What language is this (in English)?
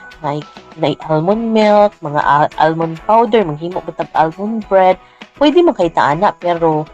Cebuano